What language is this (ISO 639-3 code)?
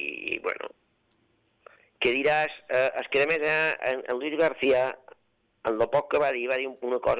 cat